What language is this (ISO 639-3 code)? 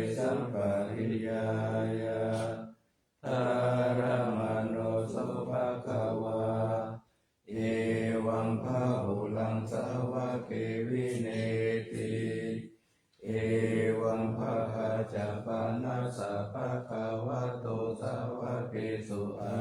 pli